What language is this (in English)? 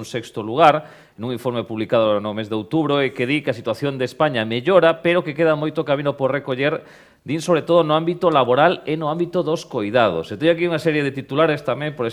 Galician